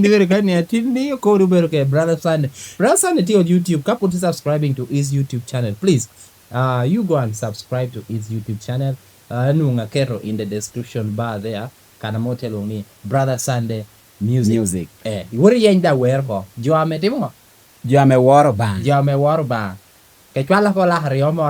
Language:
Lango (Uganda)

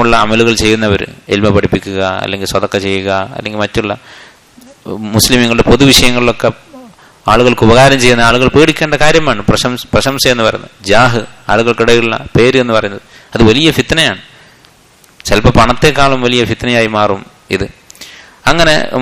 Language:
Malayalam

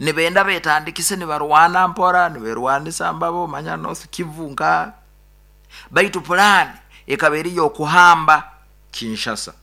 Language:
Nyoro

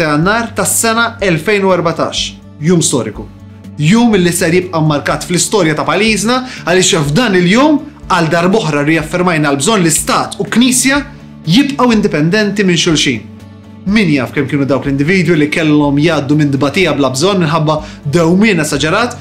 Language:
Maltese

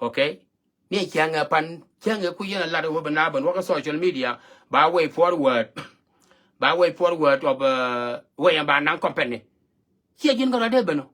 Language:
Nuer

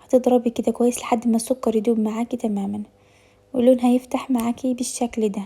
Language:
Egyptian Arabic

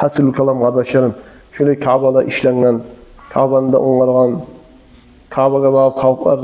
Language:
Kumyk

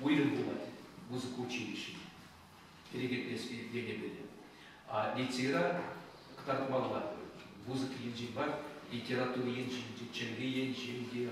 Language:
Chuvash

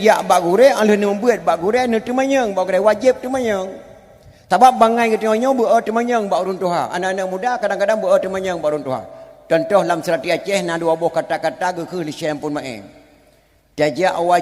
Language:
Achinese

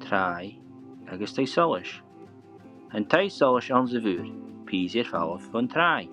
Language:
Scottish Gaelic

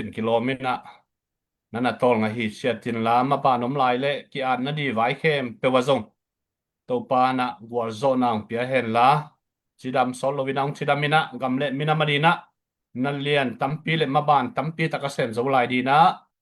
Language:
Tedim Chin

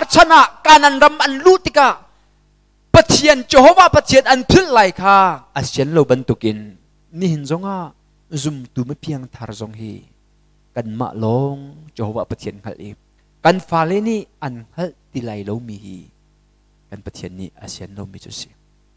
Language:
Hakha Chin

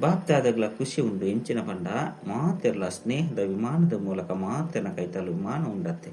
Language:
Tulu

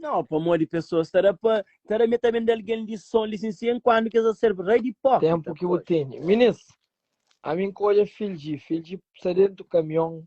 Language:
Kabuverdianu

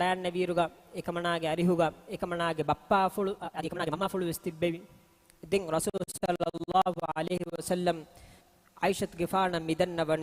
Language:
Divehi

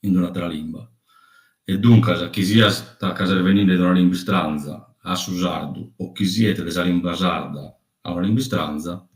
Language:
Sardinian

